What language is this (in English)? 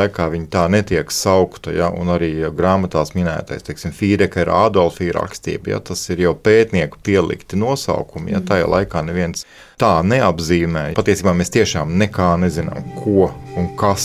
Latvian